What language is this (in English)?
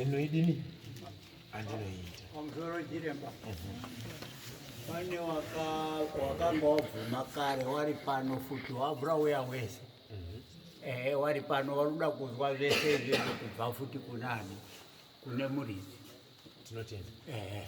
Shona